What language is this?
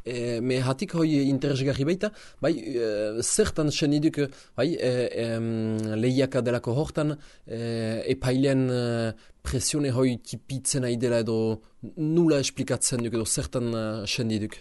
Basque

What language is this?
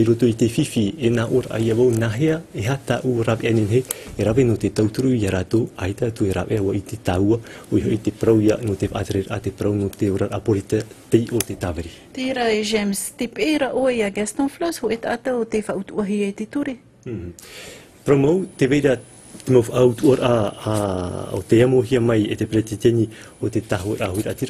Tahitian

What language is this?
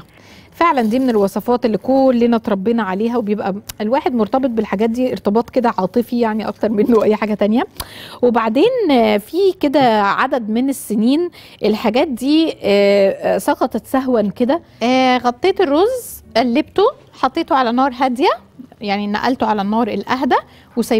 Egyptian Arabic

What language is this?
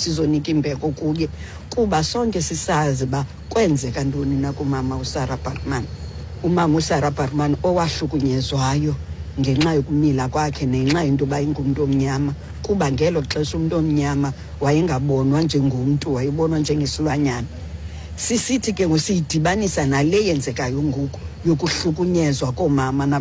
Xhosa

